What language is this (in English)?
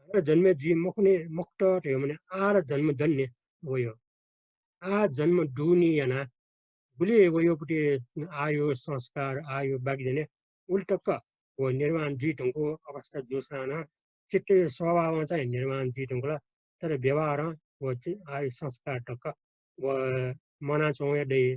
Newari